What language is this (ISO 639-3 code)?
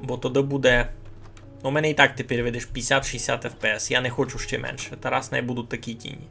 rue